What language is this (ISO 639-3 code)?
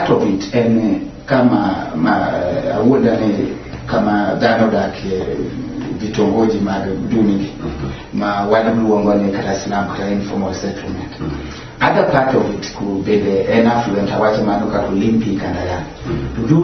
luo